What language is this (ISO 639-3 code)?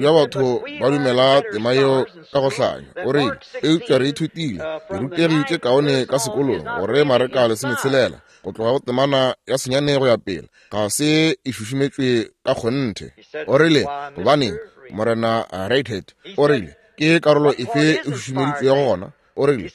nso